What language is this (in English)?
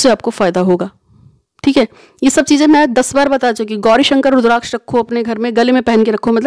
Hindi